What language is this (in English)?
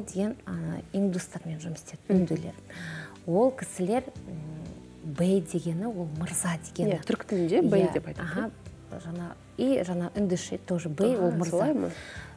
Kazakh